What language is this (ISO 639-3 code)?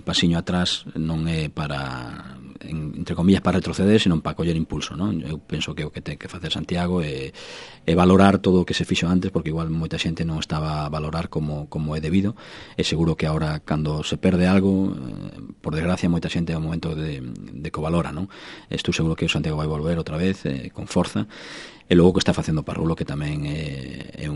glg